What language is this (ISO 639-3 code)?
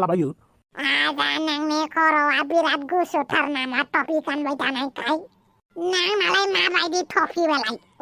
brx